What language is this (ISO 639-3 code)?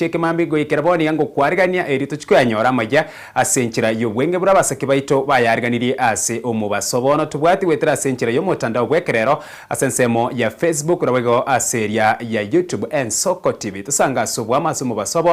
guz